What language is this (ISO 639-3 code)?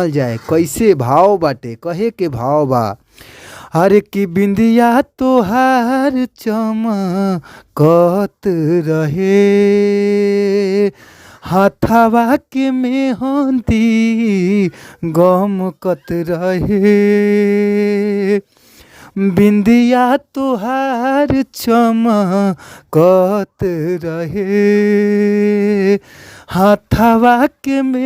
bho